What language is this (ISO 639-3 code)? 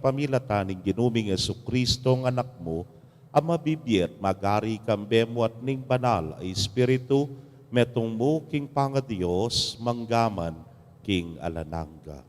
pam